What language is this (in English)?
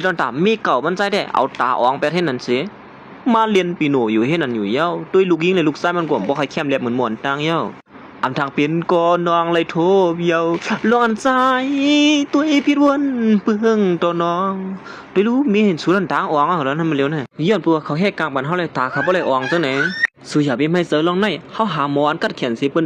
Shan